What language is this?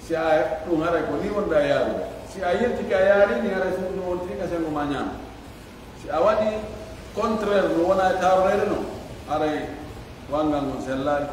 Fula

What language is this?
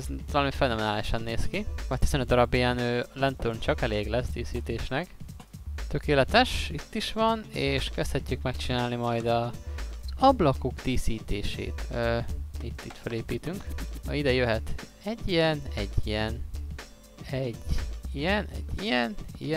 Hungarian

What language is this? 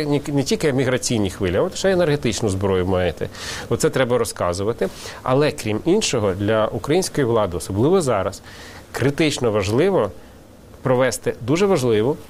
Ukrainian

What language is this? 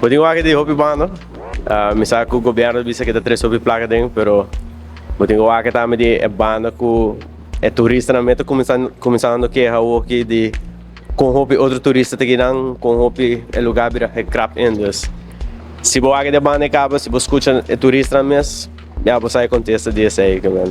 Papiamento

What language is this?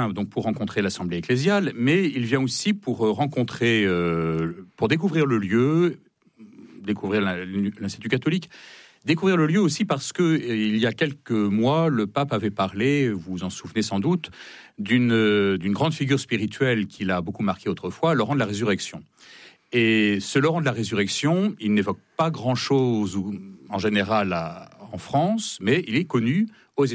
French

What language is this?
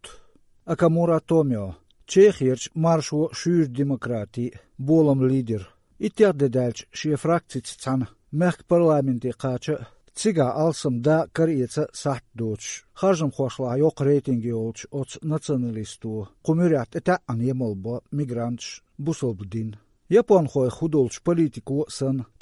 Chechen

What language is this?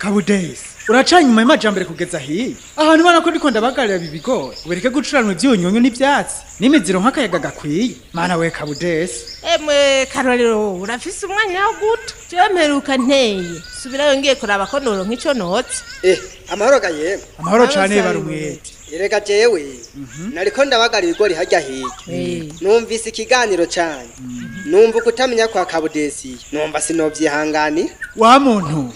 Rundi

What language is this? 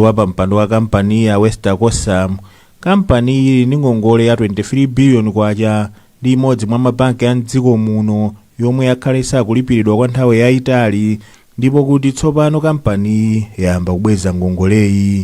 Nyanja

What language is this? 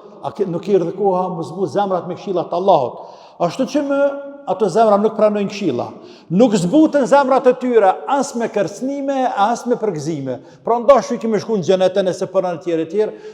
Albanian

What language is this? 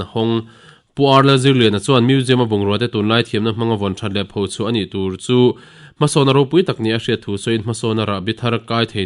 Mizo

